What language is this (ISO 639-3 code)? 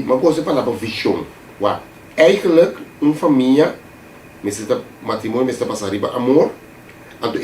pap